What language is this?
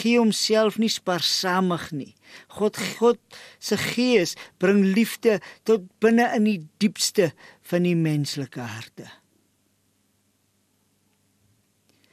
Afrikaans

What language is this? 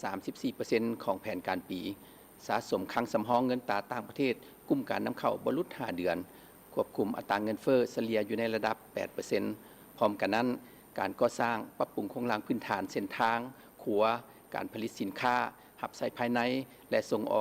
Lao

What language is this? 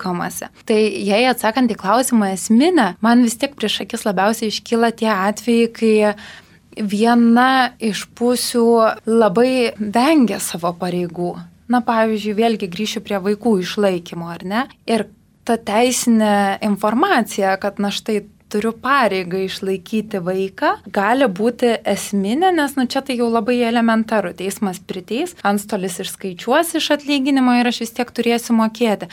Lithuanian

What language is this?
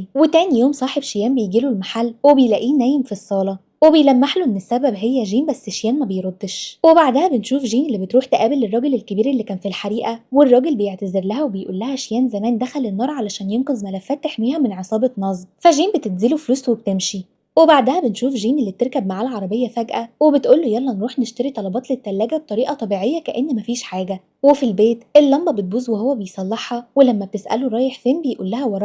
Egyptian Arabic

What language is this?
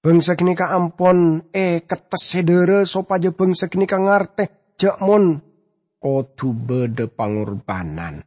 Madurese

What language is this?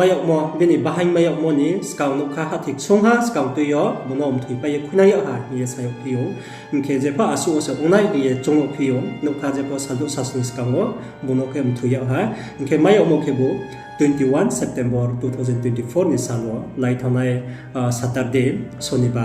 Riang (India)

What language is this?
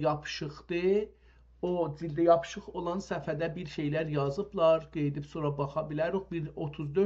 South Azerbaijani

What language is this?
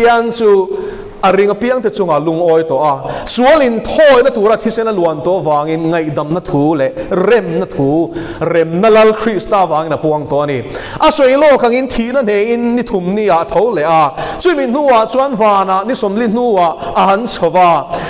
Mizo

